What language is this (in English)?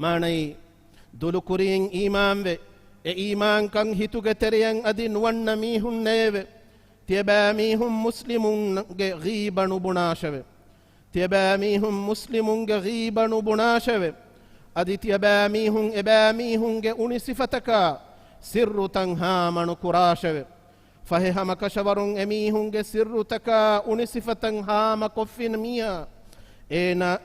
Divehi